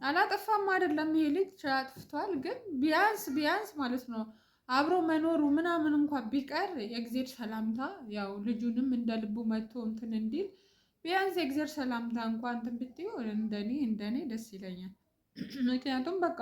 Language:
Amharic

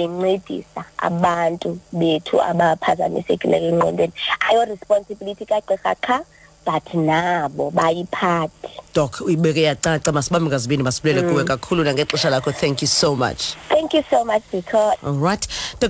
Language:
Xhosa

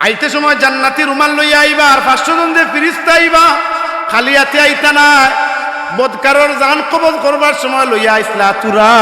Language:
Sylheti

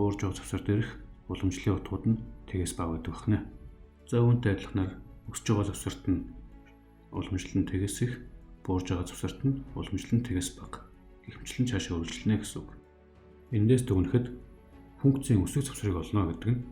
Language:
Mongolian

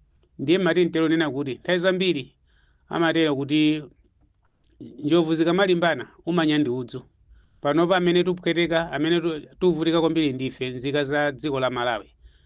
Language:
Nyanja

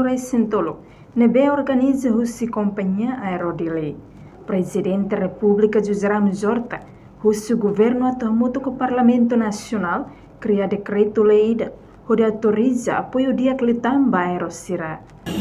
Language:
Tetum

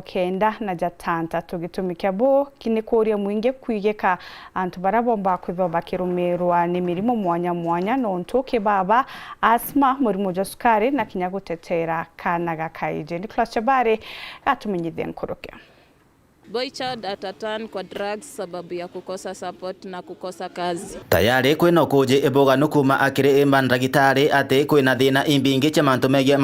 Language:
Meru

